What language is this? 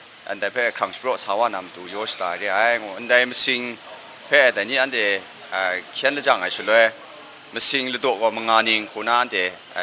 Kachin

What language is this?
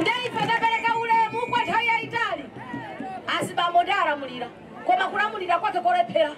Nyanja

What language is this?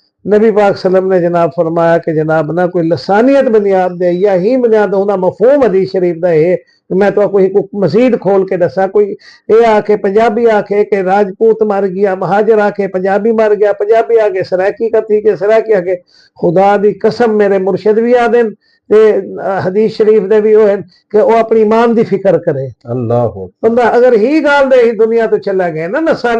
Saraiki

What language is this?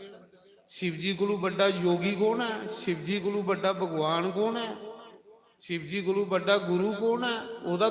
Dogri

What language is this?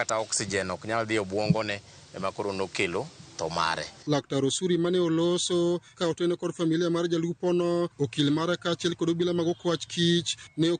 Luo (Kenya and Tanzania)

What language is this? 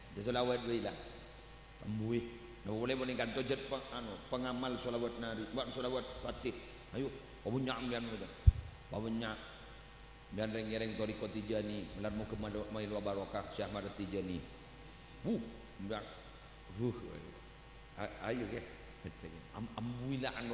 Madurese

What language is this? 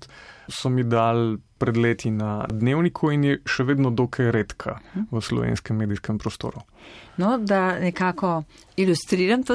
Slovenian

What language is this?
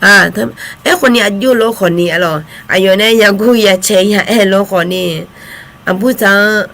Akha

